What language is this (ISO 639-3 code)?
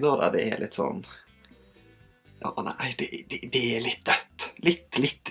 nor